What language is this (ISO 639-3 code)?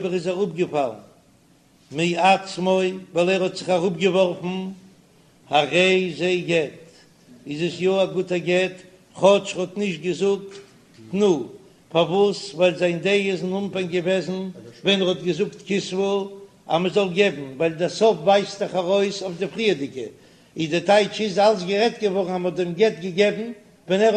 yid